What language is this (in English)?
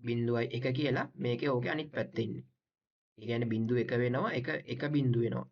Sinhala